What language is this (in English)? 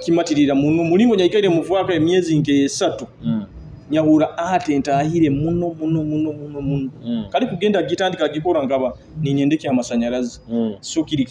Nyoro